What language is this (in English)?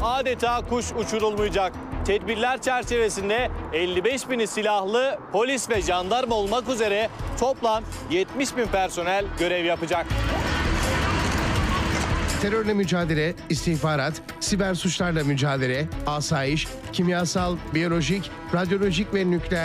Turkish